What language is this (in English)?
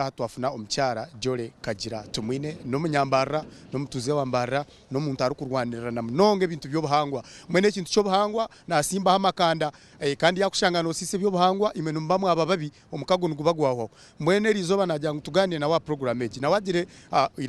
Nyankole